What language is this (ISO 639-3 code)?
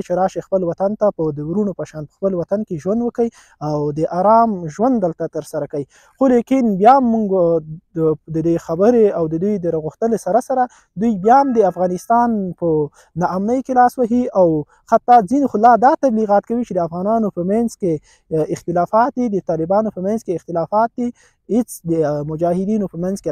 pus